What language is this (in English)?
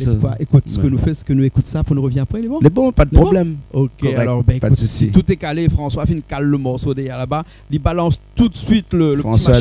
Réunion Creole French